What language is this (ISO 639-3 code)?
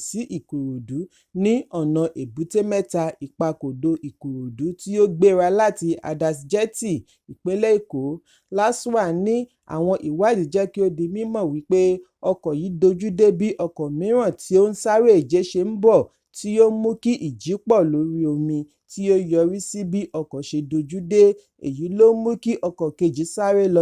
yor